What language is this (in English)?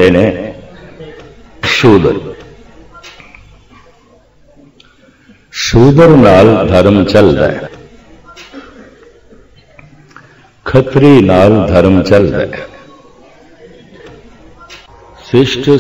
Punjabi